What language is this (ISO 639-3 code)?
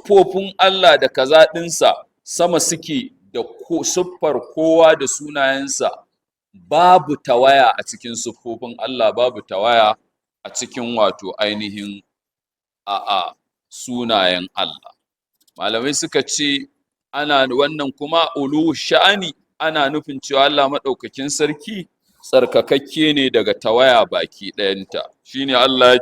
hau